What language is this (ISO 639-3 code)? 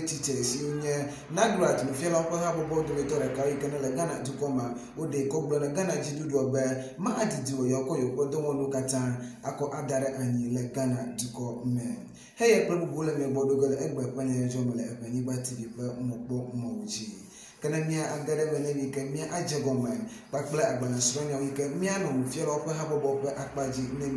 ewe